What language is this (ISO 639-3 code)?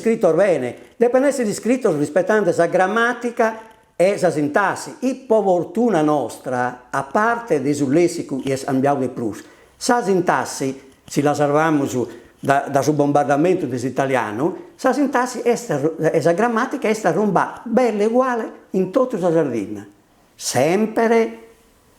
srd